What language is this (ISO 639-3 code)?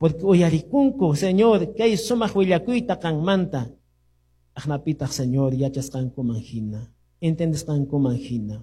que